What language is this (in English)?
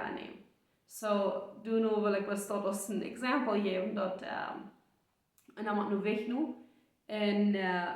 Plautdietsch